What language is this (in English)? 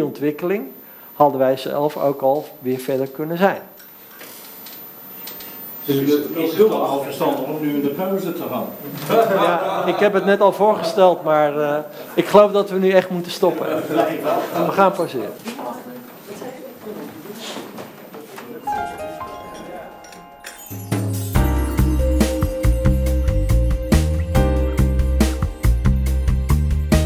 Dutch